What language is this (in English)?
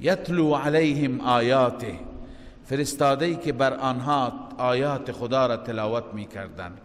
Persian